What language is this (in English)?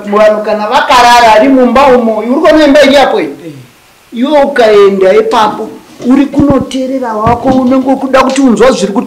Shona